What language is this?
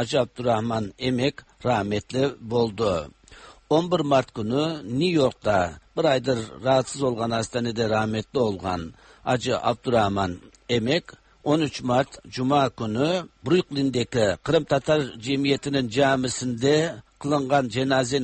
Tatar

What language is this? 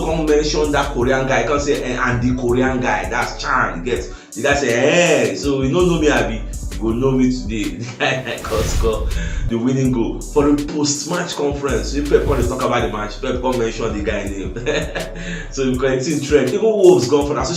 Nigerian Pidgin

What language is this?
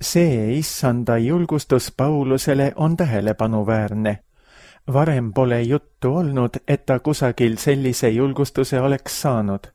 Estonian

